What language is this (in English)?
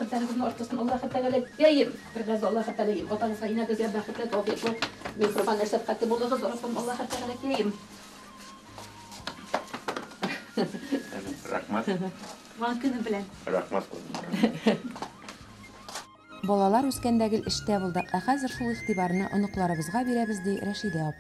Tatar